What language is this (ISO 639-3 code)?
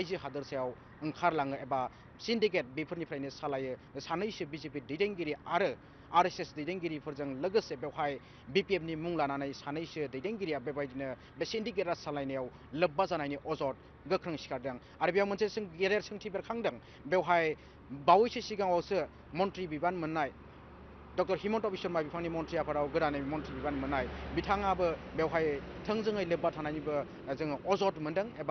brx